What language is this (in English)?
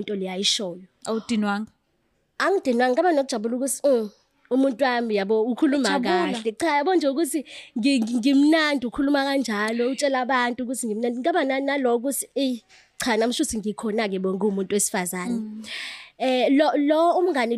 Zulu